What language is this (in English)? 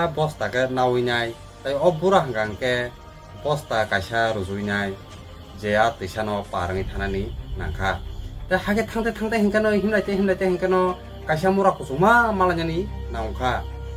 Kok Borok